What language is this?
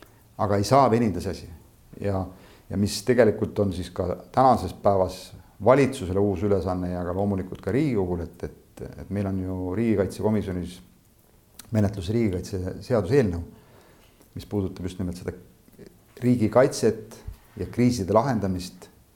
Estonian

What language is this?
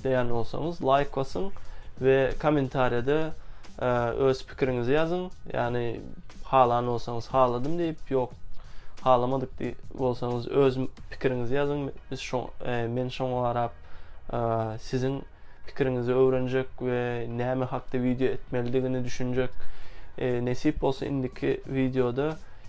Turkmen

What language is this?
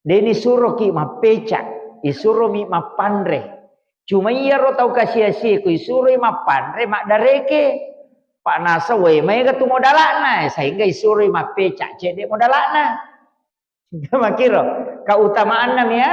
Buginese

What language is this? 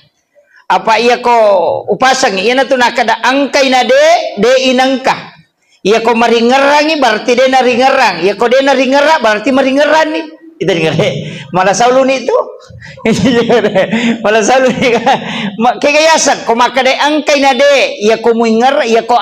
Buginese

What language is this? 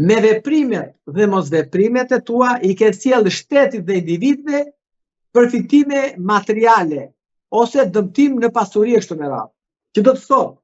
Albanian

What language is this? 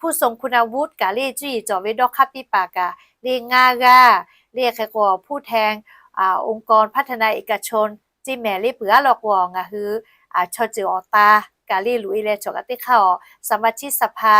Lahu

